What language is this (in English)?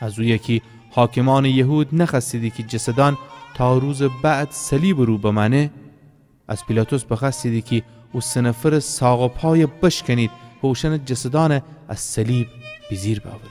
Gilaki